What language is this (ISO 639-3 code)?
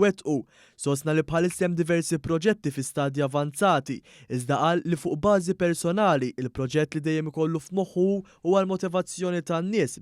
mlt